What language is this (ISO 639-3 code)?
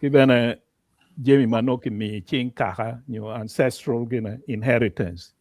ach